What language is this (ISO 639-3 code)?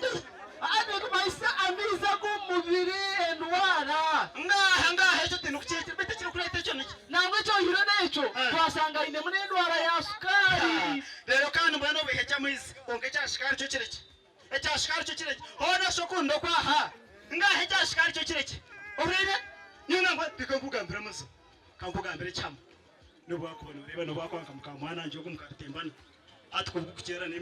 nyn